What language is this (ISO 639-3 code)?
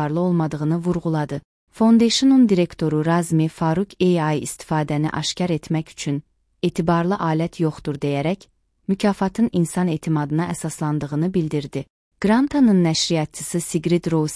aze